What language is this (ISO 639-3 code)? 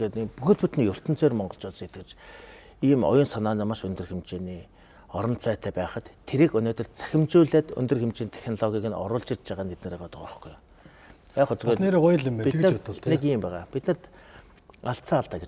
mon